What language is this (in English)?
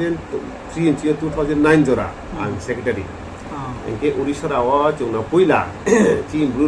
Riang (India)